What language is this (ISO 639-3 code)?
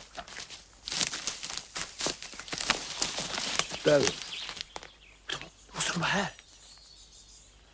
swe